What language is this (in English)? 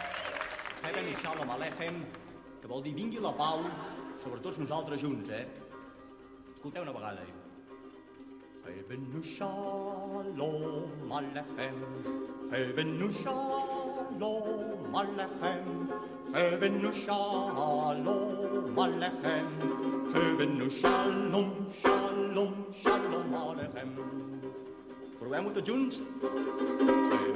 Catalan